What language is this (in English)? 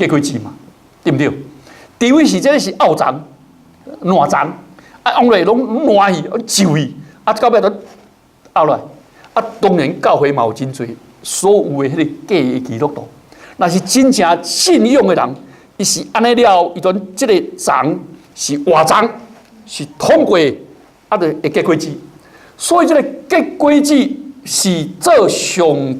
Min Nan Chinese